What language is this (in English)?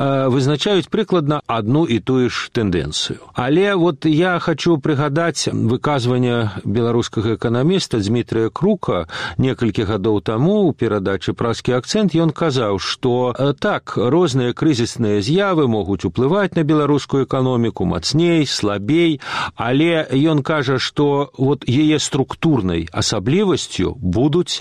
Belarusian